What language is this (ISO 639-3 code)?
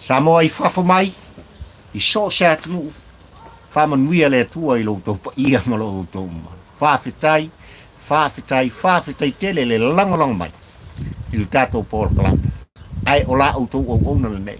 smo